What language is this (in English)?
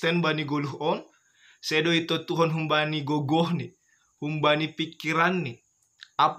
Batak Simalungun